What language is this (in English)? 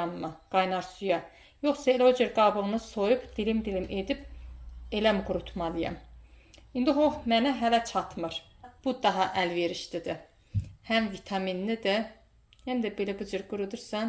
Azerbaijani